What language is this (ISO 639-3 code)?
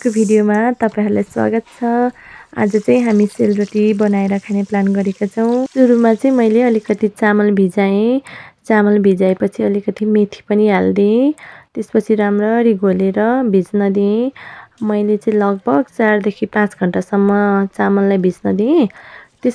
nep